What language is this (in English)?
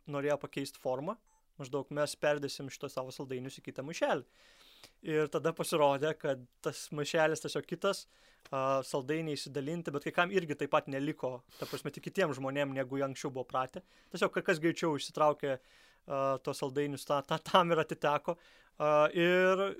Lithuanian